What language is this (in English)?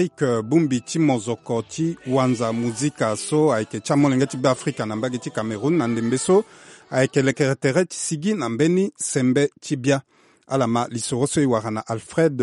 Sango